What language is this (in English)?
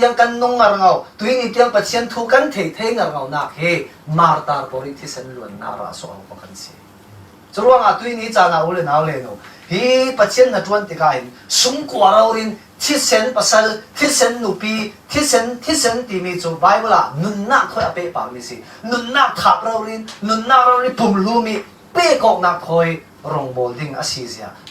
Falam Chin